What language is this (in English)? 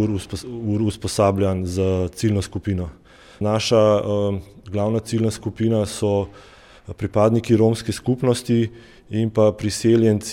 Slovenian